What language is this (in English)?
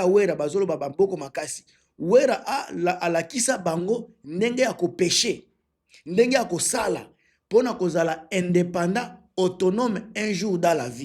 Lingala